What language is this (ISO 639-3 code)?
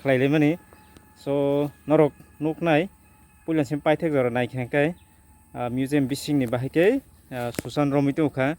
trp